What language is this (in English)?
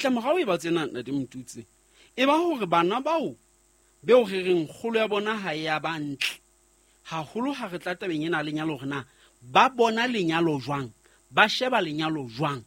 Southern Sotho